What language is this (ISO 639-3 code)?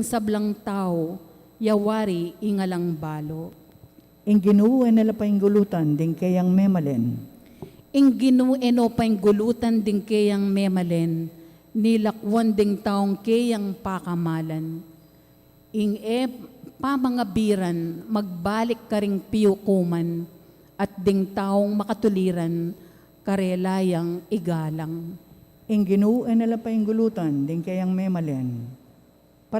pam